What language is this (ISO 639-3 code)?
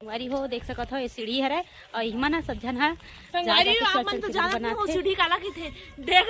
hne